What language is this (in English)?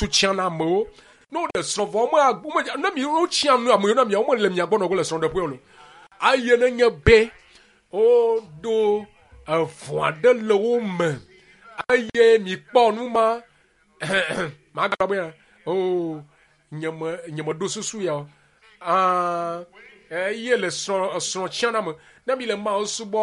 Ewe